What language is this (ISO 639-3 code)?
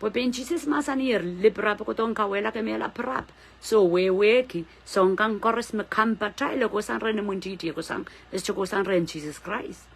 pon